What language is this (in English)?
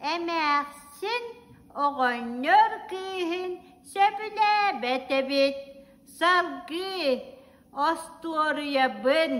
Yakut